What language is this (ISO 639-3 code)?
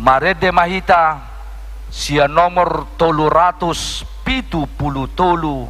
bbc